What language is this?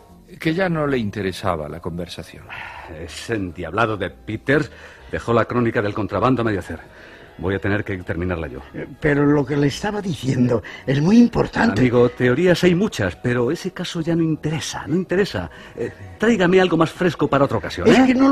Spanish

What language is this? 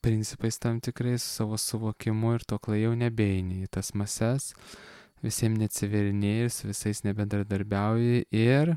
Lithuanian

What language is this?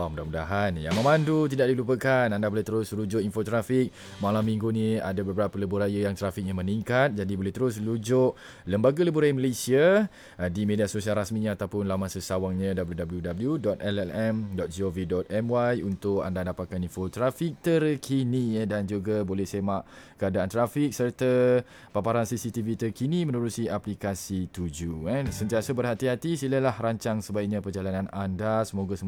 Malay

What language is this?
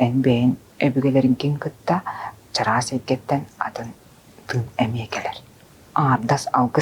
Yakut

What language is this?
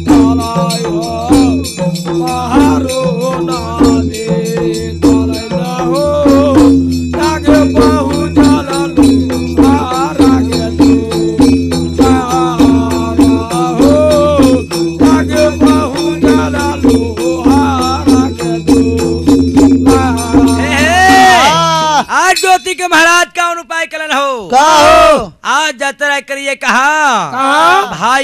Bhojpuri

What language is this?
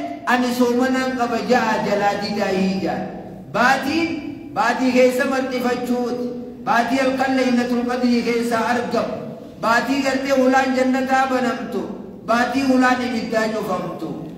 Oromo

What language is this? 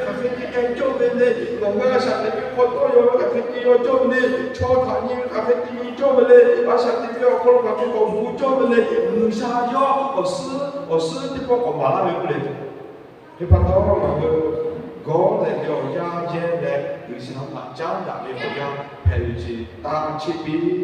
Lahu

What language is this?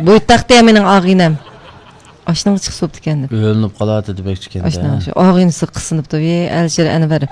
Uyghur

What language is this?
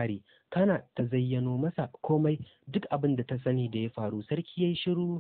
Hausa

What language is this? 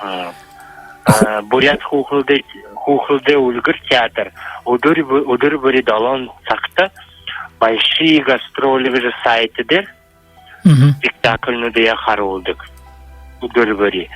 Buriat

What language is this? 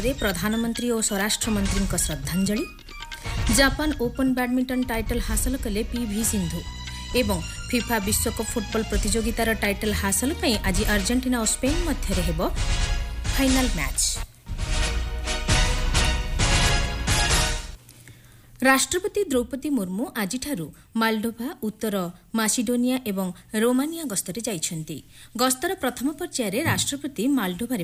Odia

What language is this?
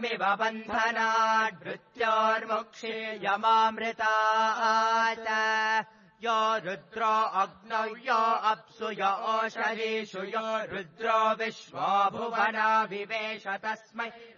Sanskrit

